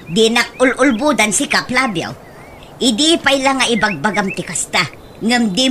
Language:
Iloko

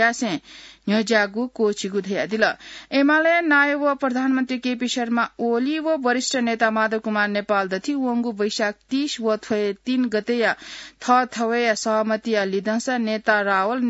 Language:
Newari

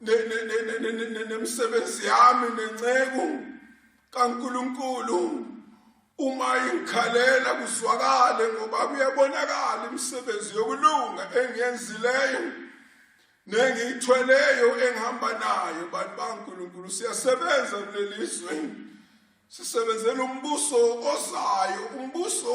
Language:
Zulu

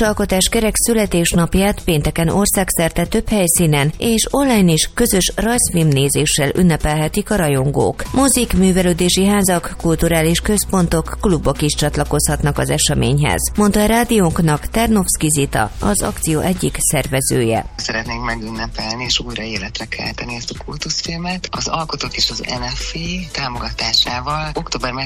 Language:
Hungarian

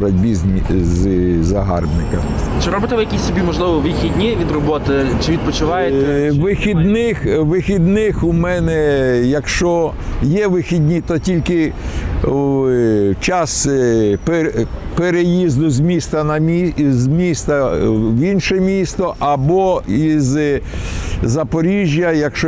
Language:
Ukrainian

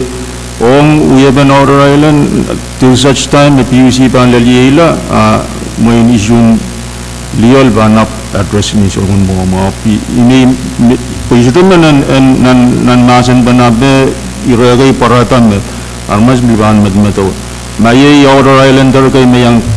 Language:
Pohnpeian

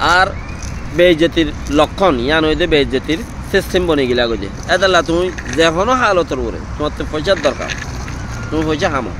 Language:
Rohingya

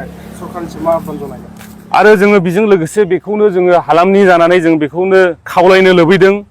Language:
Bodo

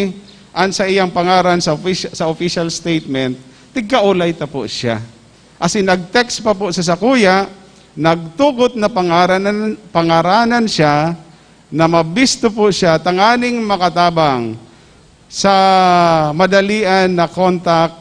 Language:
Bikol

